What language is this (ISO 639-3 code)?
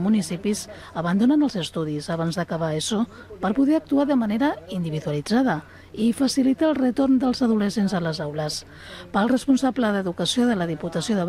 cat